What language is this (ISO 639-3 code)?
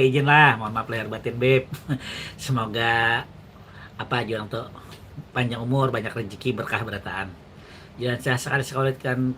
bjn